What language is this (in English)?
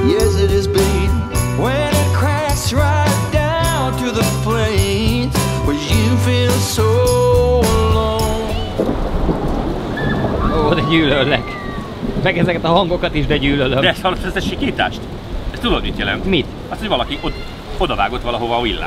Hungarian